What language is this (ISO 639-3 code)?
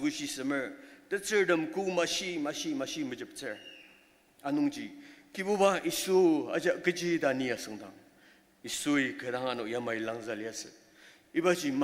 njo